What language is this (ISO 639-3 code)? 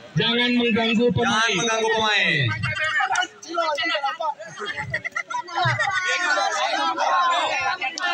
ind